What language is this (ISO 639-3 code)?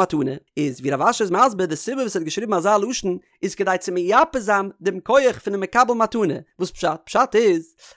yid